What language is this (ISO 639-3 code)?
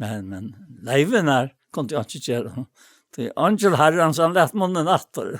fao